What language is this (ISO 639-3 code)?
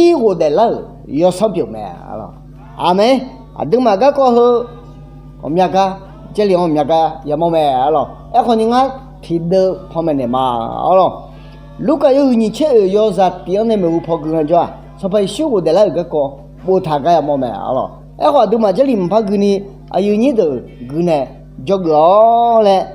ahk